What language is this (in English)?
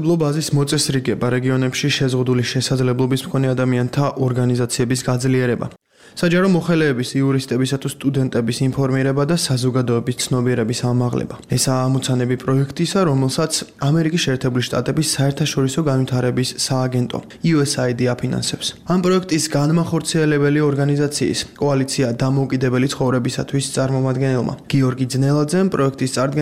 Georgian